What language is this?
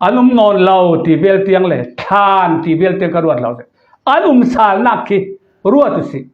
Falam Chin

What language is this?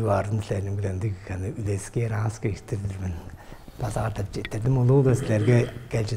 Tuvinian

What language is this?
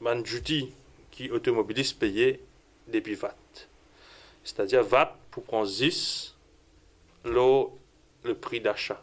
Morisyen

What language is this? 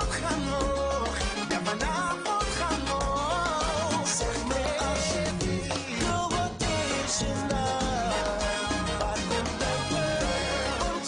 Papiamento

